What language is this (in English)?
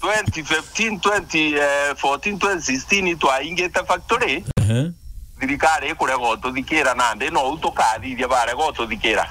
Meru